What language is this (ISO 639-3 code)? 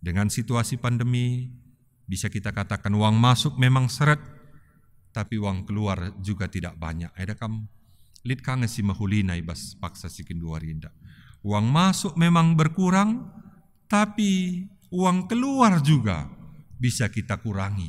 btx